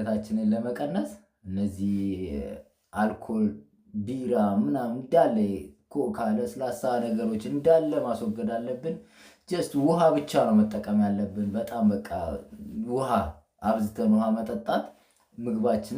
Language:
Amharic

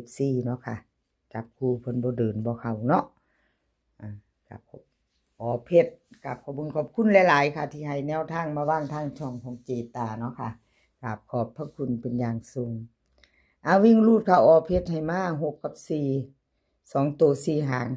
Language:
Northeastern Thai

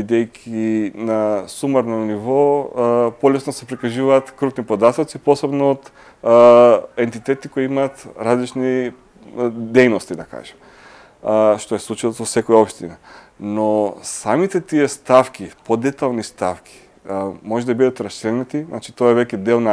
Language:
Macedonian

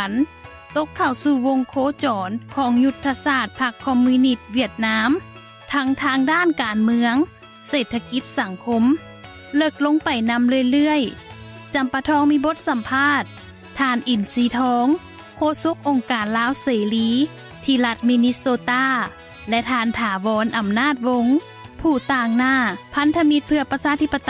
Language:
Lao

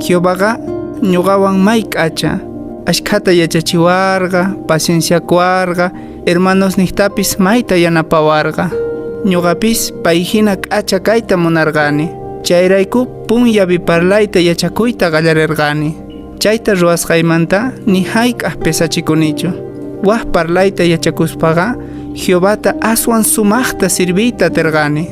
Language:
Quechua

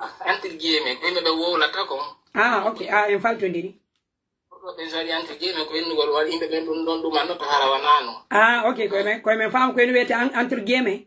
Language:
Pular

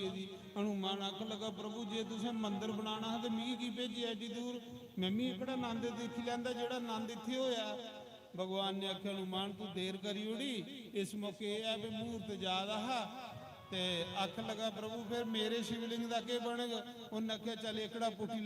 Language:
Dogri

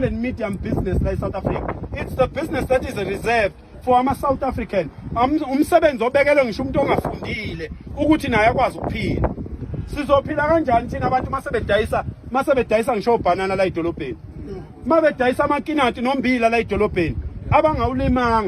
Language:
Zulu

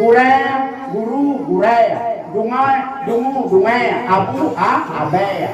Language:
Achinese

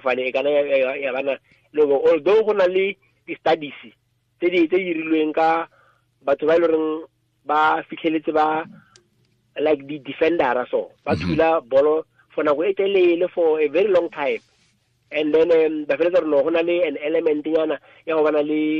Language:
Tswana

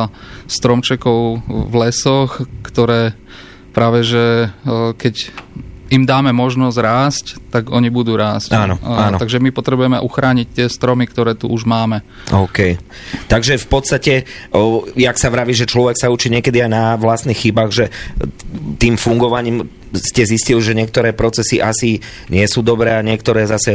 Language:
Slovak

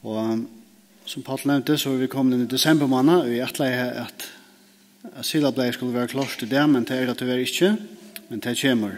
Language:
Faroese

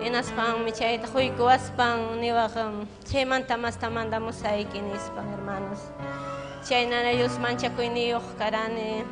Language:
Ayacucho Quechua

